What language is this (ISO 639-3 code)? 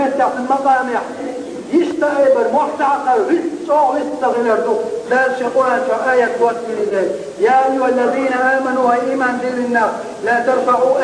che